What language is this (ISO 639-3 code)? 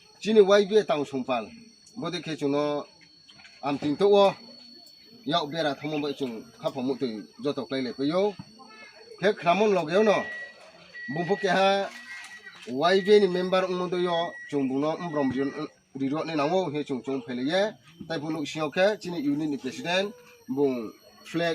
ria